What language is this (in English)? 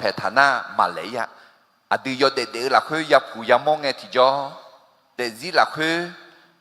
Akha